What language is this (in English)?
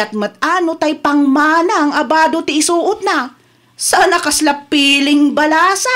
Iloko